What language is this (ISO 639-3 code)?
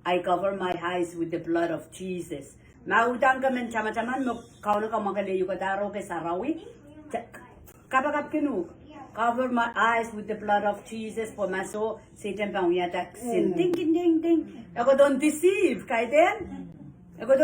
pon